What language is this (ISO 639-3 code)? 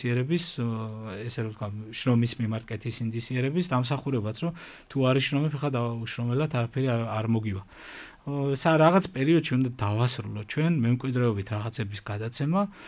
kat